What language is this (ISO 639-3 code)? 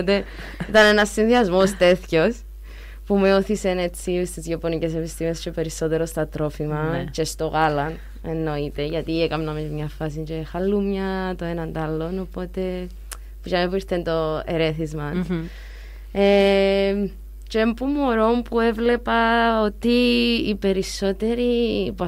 ell